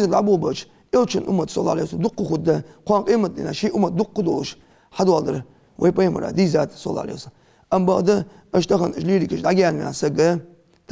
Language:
Ingush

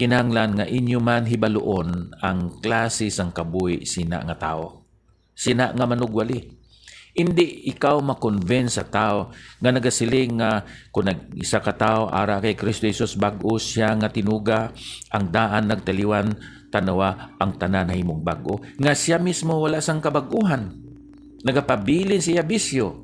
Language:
Hiligaynon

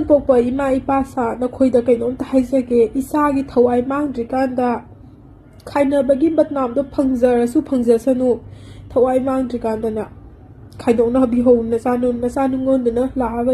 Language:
Manipuri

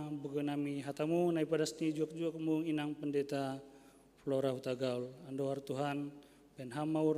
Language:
Batak Simalungun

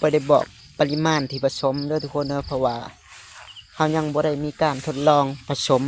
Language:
Lao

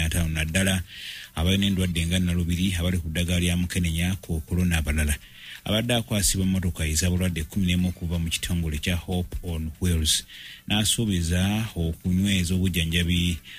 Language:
Ganda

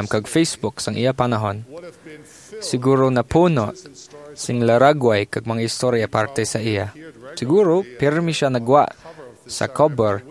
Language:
Hiligaynon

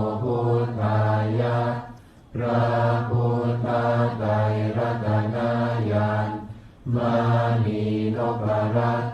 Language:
Pali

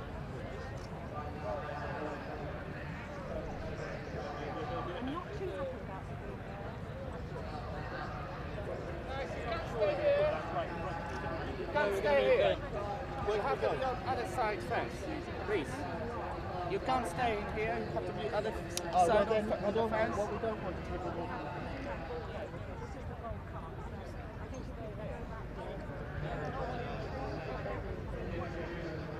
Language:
English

